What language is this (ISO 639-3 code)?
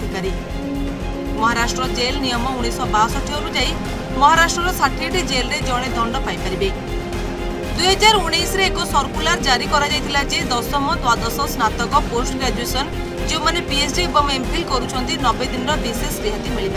ori